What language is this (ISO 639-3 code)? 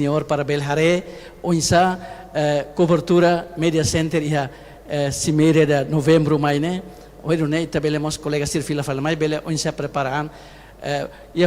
tet